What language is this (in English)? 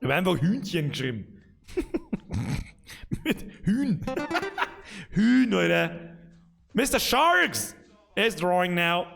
Bavarian